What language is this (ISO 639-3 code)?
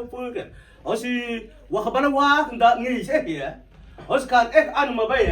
mfz